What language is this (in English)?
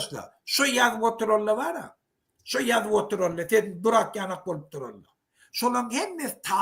Turkmen